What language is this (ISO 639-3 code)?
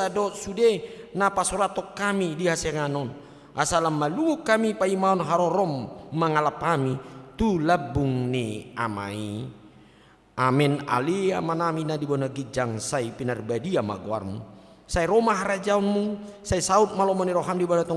bbc